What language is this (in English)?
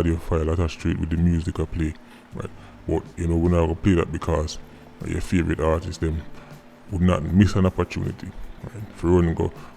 Jamaican Creole English